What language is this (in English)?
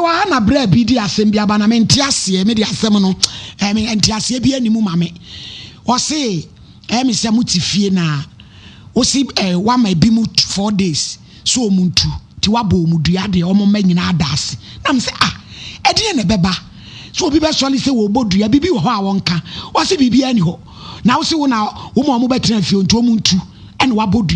Akan